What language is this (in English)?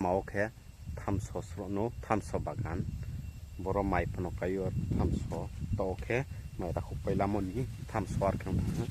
Riang (India)